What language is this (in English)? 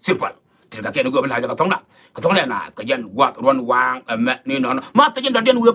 Nuer